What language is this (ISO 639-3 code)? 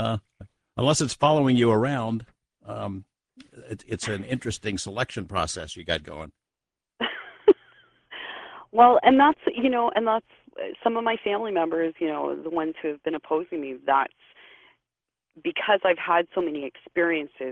eng